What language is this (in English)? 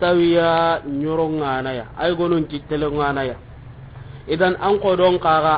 Soninke